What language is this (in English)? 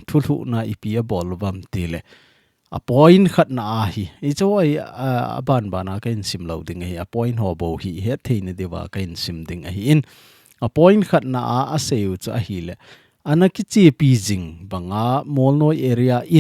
Thado Chin